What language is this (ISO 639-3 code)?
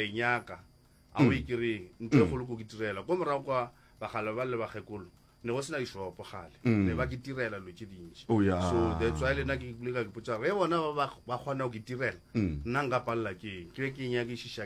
nso